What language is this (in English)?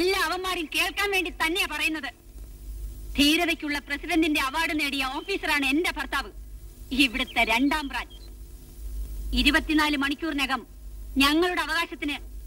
Malayalam